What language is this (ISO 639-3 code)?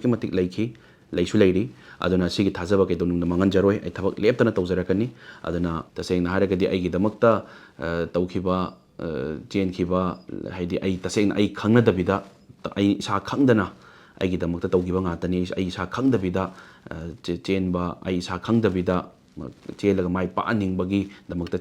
mni